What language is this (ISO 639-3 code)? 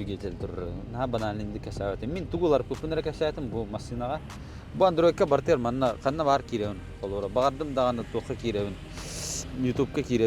sah